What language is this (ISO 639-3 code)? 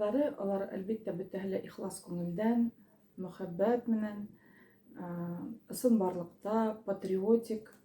bak